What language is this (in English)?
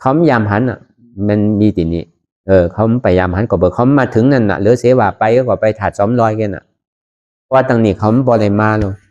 Shan